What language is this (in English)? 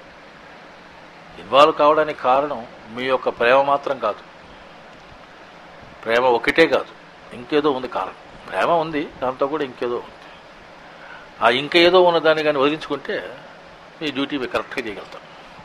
Telugu